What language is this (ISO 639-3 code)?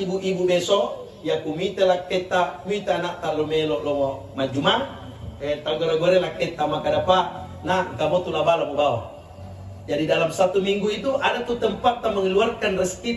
bug